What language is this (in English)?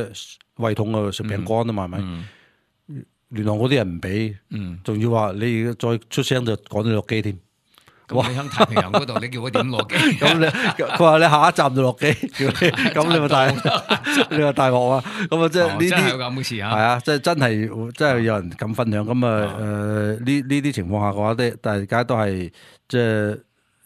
Cantonese